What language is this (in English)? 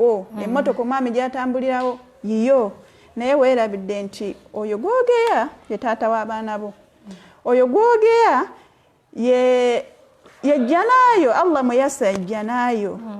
Ganda